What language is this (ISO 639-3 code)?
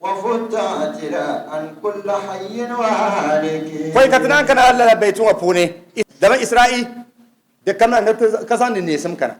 dag